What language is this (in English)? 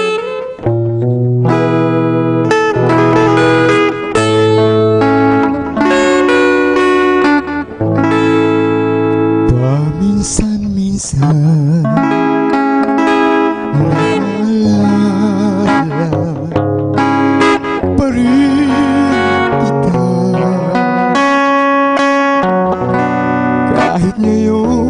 Filipino